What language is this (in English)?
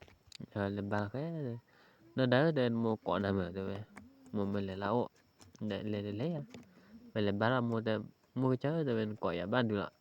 S'gaw Karen